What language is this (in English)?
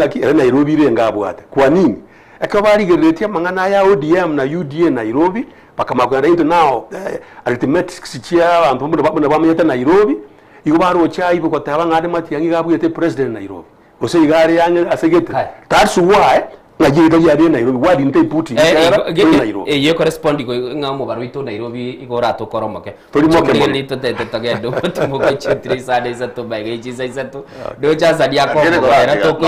Gusii